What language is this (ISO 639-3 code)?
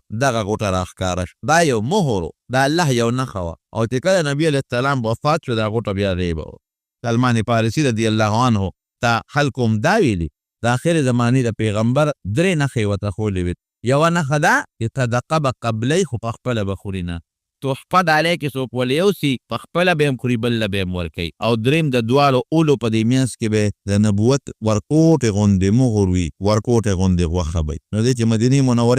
pus